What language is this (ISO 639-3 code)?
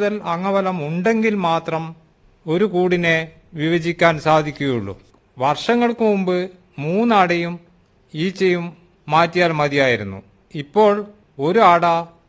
mal